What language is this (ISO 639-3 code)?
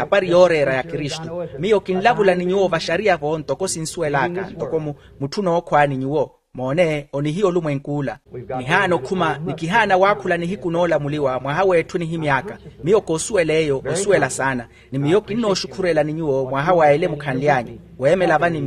vmw